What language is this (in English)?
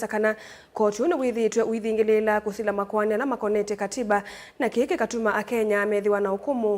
Kamba